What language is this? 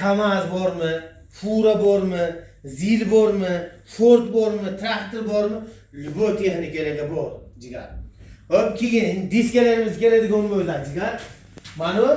Uzbek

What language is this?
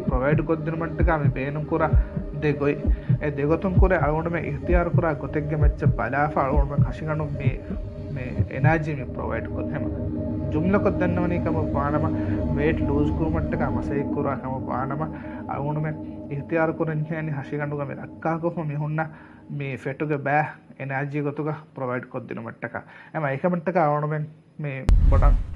Divehi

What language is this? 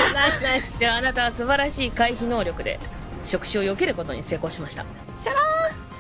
Japanese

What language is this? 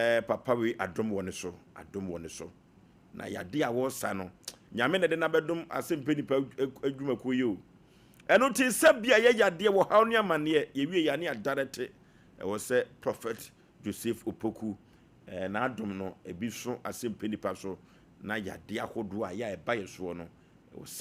Akan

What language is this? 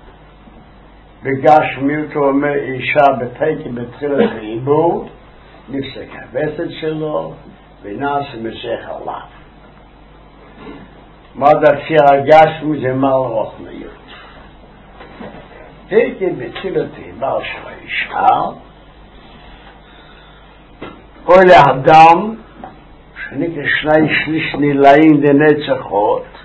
Hebrew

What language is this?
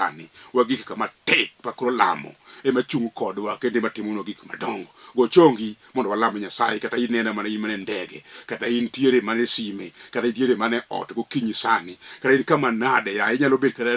Luo (Kenya and Tanzania)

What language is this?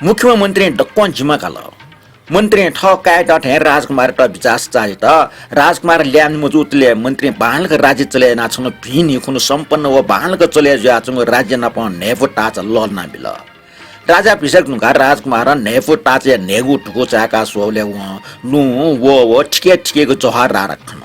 Newari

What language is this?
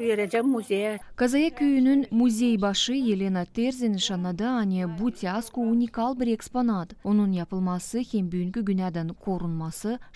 Gagauz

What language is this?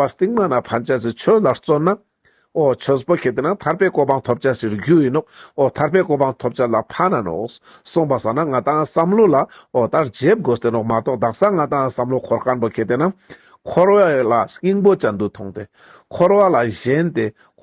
Ladakhi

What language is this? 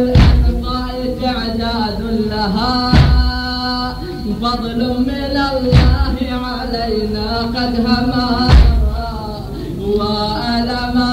Arabic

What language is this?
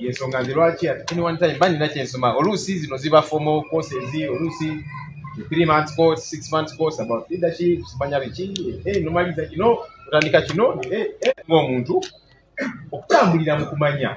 Ganda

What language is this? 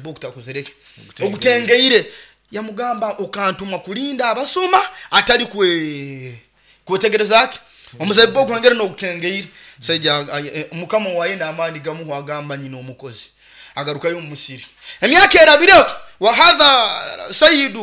Nyoro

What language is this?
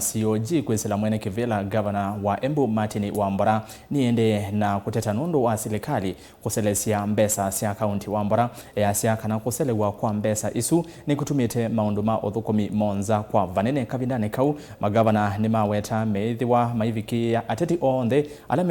Kamba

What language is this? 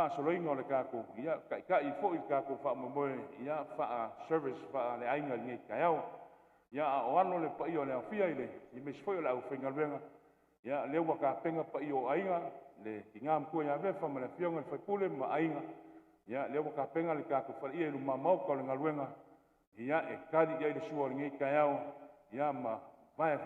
Samoan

